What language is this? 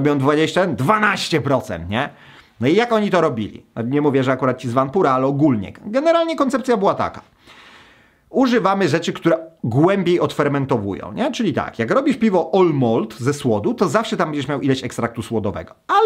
Polish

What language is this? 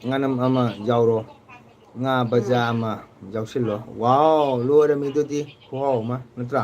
Manipuri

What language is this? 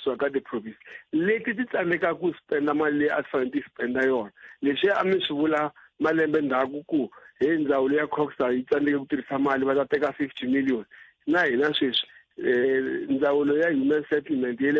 Tsonga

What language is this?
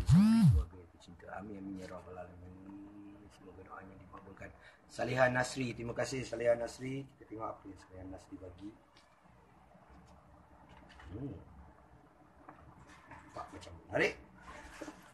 Malay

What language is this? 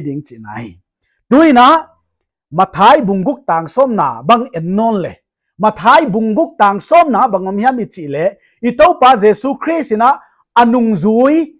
Paite Chin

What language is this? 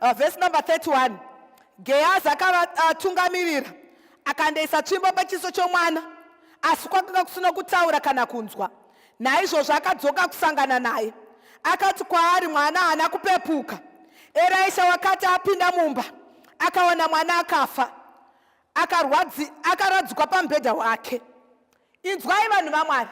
Shona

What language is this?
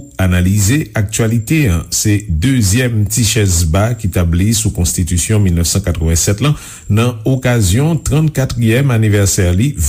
Haitian Creole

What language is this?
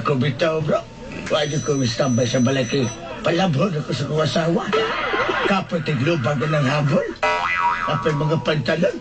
Cebuano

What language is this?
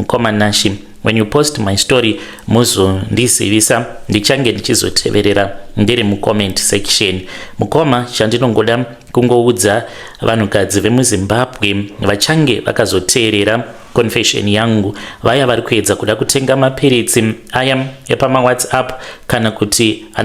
Shona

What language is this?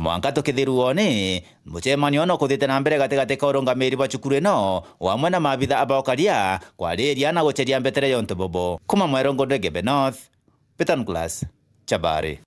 Meru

